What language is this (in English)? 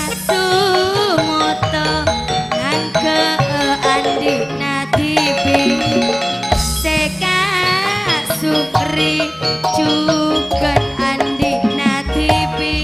Madurese